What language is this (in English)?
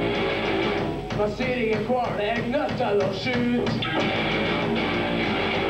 Norwegian